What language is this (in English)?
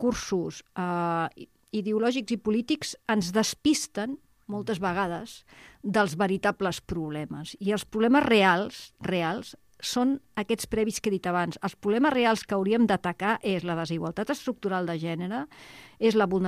Catalan